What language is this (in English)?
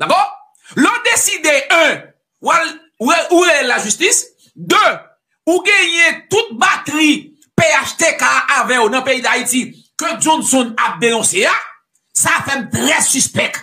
Haitian Creole